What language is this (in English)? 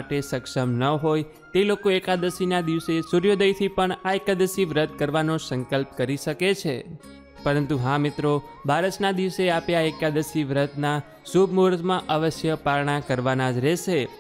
Gujarati